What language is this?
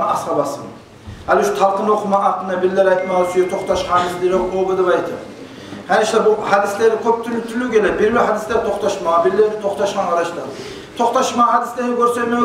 Kumyk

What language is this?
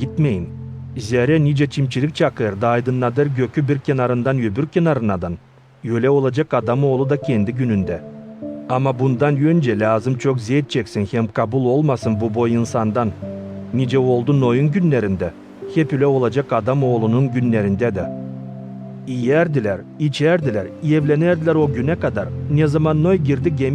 Gagauz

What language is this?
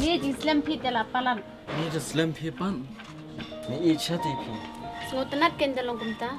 Khasi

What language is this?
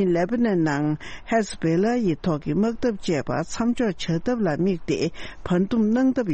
Tibetan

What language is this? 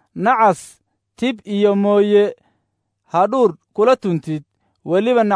Somali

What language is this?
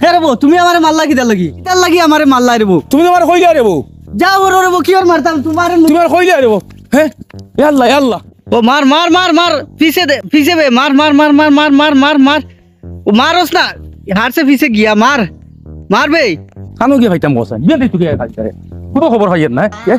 Sylheti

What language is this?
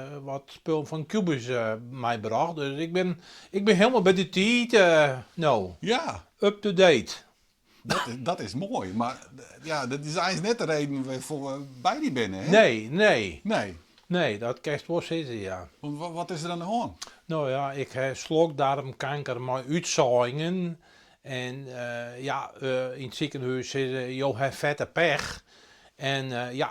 Western Frisian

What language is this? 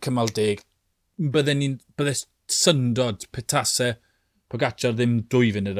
Welsh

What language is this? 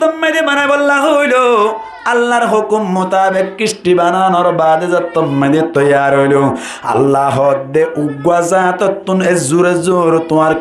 Rohingya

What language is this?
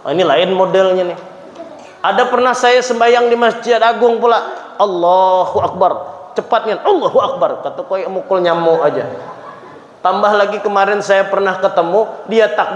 Banjar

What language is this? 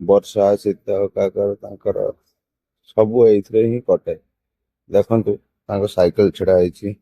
Odia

